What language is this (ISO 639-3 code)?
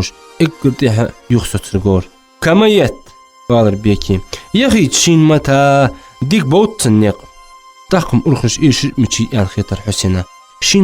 inh